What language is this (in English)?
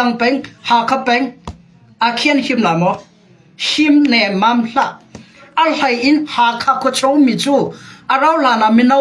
Hakha Chin